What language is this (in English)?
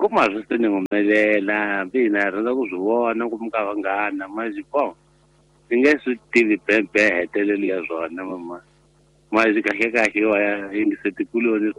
Tsonga